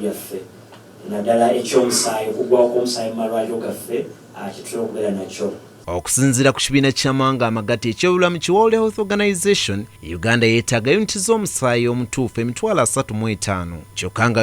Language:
Ganda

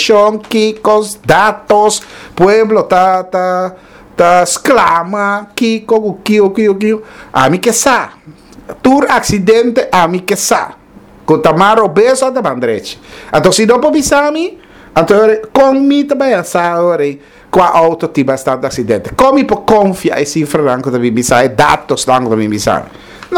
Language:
Papiamento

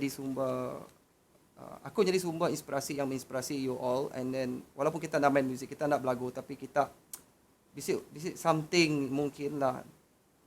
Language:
Iban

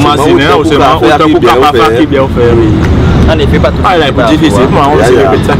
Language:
Seselwa Creole French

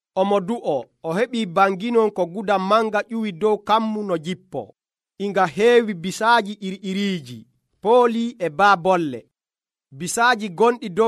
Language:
Nigerian Fulfulde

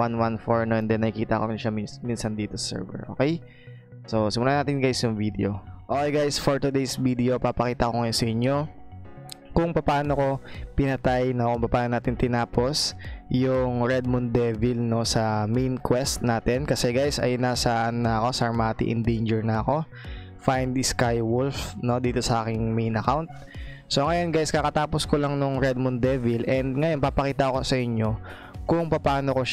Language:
Filipino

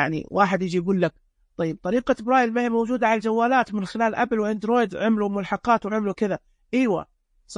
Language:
Najdi Arabic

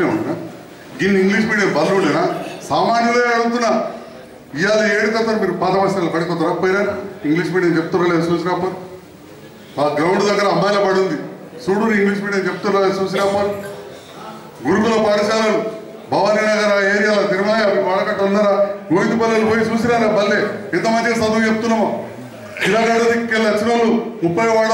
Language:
Telugu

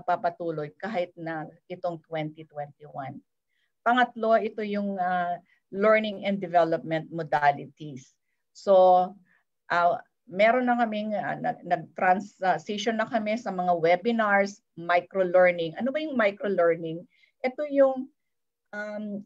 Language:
Filipino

